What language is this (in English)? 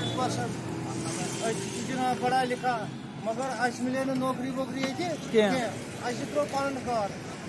Kashmiri